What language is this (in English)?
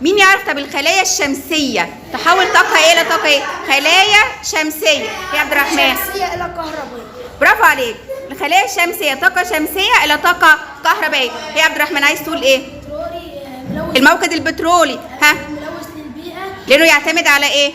Egyptian Arabic